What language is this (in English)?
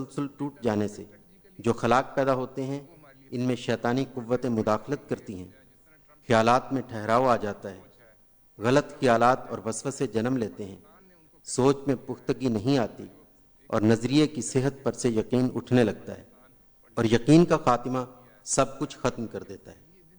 Urdu